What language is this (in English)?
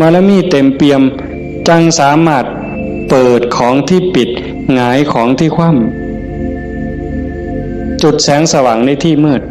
Northeastern Thai